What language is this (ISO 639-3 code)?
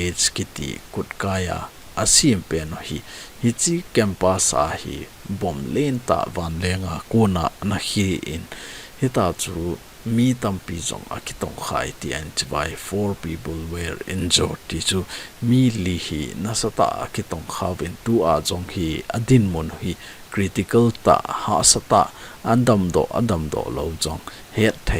tcz